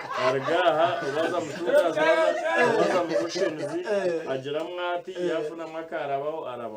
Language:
Nyankole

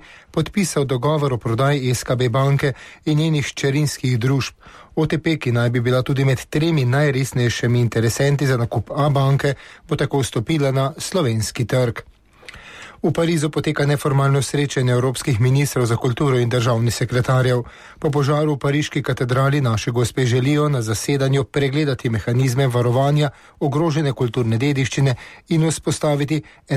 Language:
Slovenian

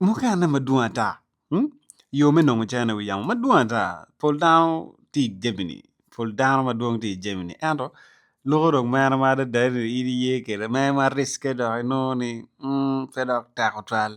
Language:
Acoli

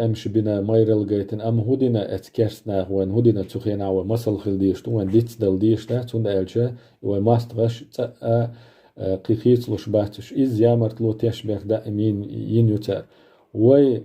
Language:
Chechen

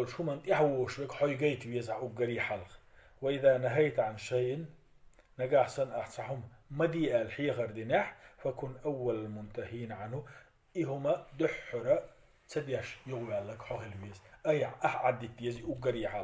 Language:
Chechen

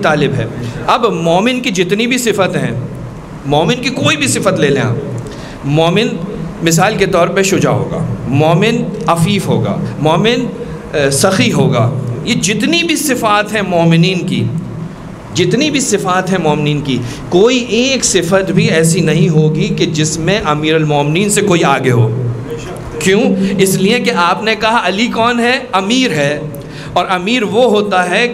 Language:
Urdu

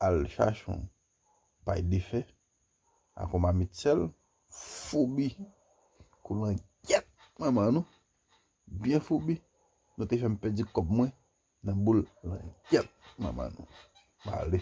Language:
Haitian Creole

